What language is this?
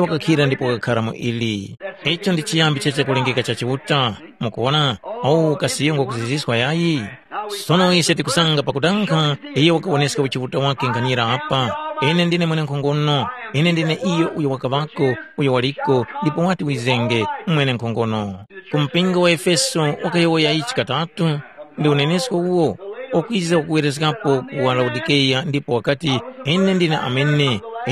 Tumbuka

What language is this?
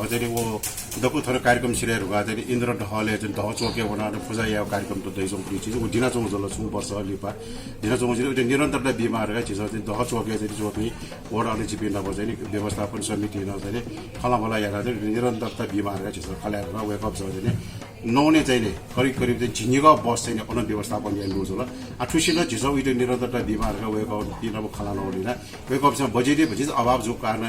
Newari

